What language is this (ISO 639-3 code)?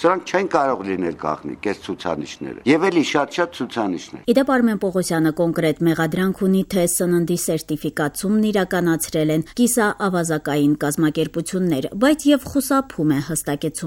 hye